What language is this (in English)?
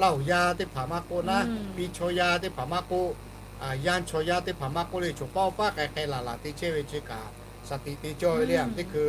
Lahu